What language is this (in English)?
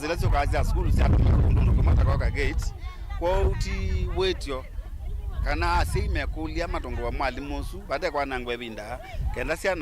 Kamba